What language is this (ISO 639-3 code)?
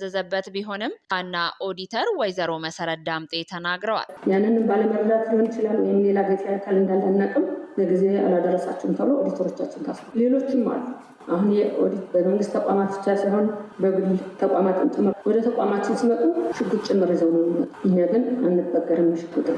amh